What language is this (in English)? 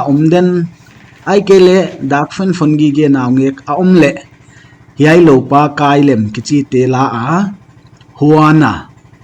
Paite Chin